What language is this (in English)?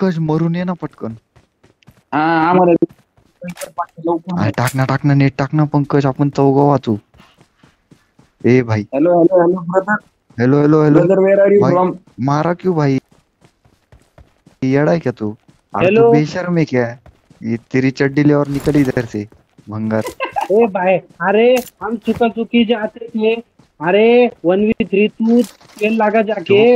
Marathi